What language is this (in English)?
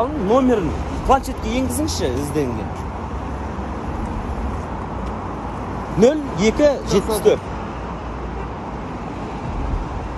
Kazakh